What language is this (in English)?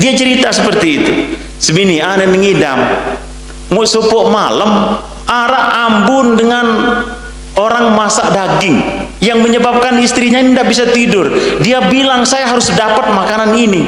Sasak